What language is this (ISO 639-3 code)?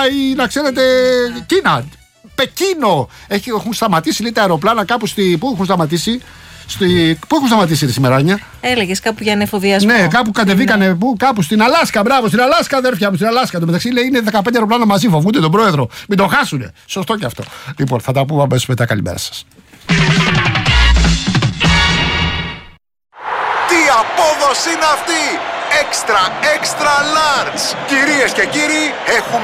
ell